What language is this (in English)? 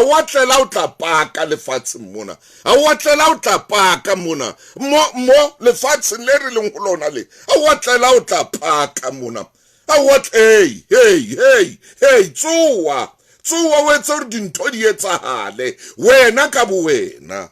Southern Sotho